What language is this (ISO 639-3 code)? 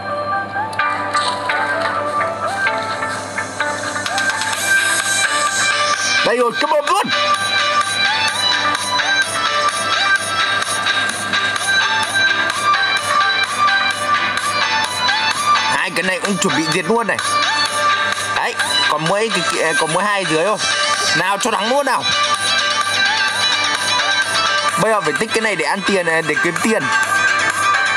vie